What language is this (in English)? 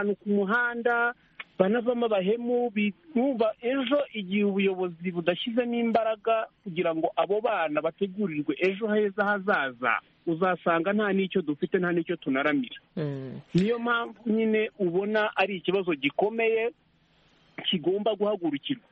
Kinyarwanda